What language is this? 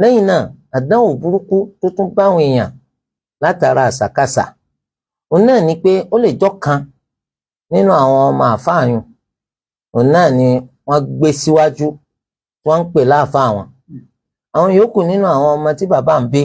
Yoruba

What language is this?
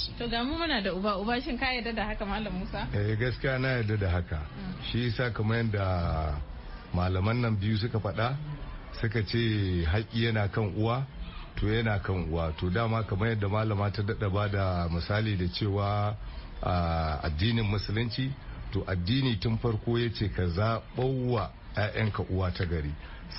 Hausa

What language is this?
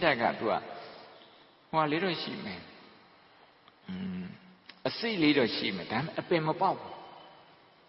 Burmese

